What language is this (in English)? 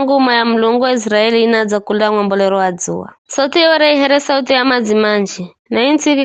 Giryama